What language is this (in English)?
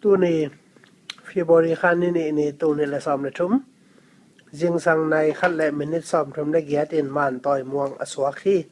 Tedim Chin